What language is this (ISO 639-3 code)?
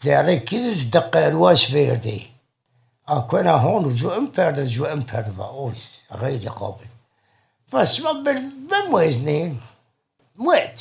zza